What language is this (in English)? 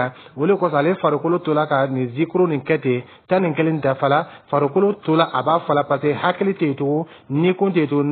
Dyula